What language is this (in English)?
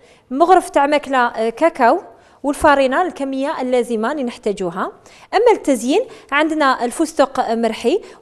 Algerian Arabic